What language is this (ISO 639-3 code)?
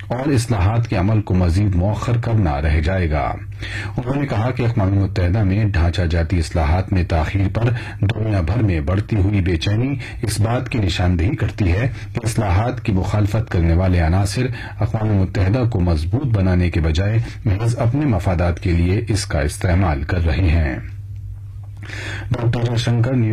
urd